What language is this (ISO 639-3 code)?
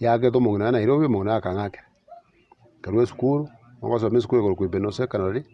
guz